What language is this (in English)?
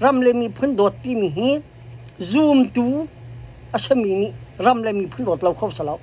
Hakha Chin